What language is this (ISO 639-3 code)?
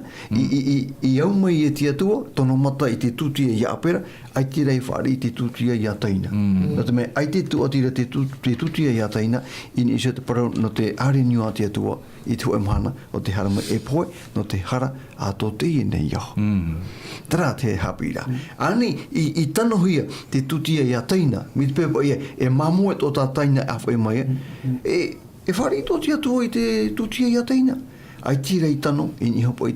tah